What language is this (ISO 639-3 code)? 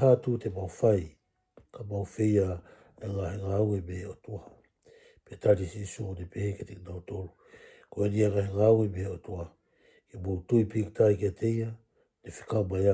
ton